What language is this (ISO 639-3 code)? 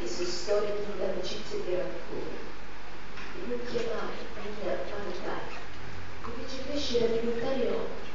scn